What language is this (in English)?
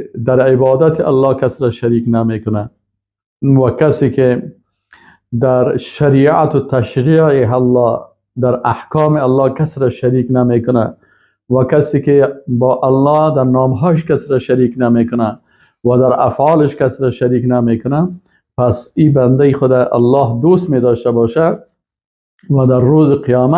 Persian